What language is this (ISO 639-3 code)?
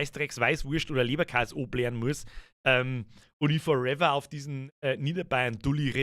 bar